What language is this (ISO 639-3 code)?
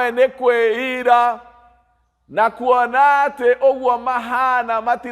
kik